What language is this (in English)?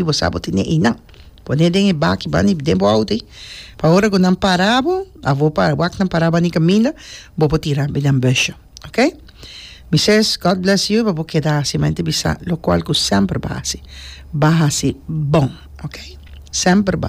Papiamento